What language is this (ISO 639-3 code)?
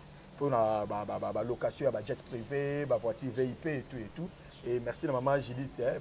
lin